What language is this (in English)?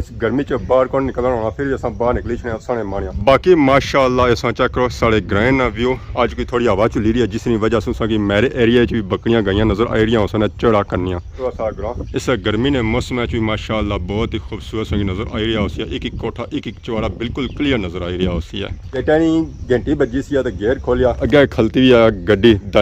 Pahari-Potwari